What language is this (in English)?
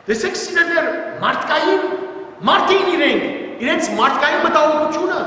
Western Armenian